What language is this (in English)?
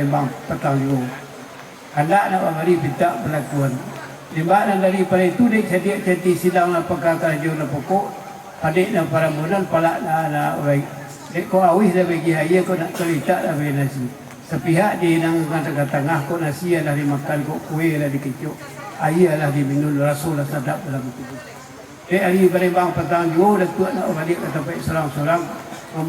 Minangkabau